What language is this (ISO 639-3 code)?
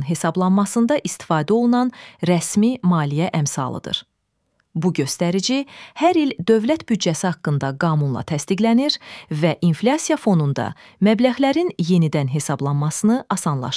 aze